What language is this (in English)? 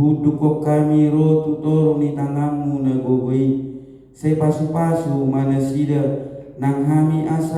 Batak Toba